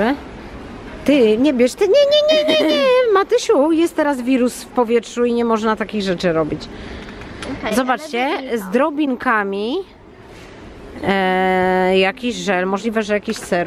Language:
Polish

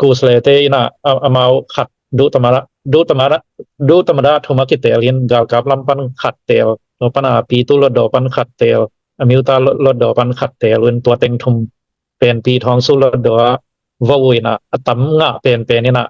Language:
Tedim Chin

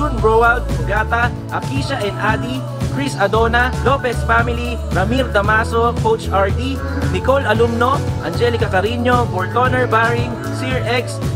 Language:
Filipino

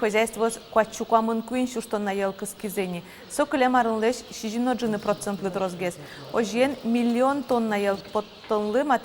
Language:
Udmurt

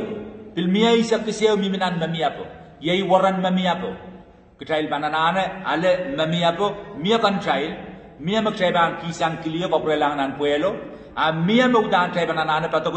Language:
Pohnpeian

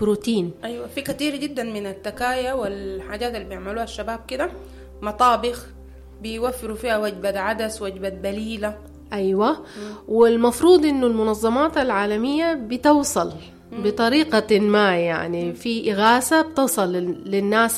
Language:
Sudanese Arabic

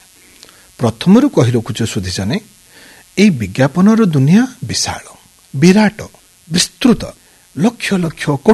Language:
Odia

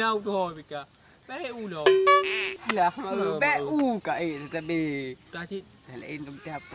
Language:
Achinese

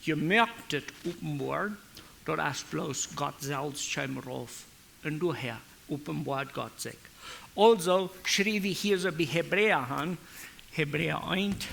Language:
Plautdietsch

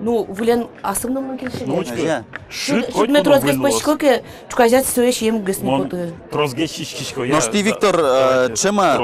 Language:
Udmurt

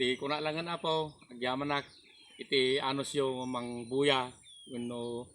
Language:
Iloko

